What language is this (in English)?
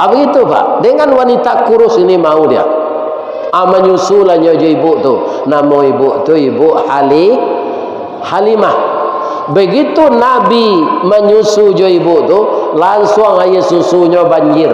Minangkabau